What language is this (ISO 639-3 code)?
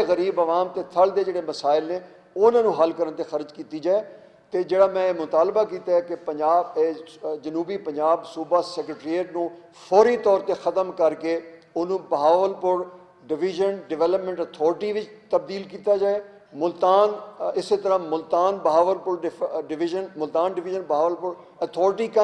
lah